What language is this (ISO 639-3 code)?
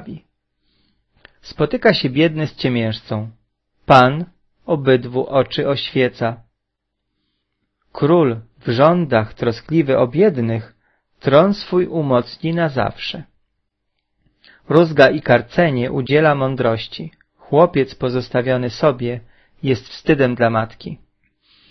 pol